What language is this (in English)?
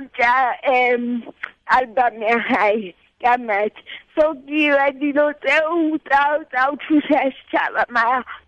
Tswana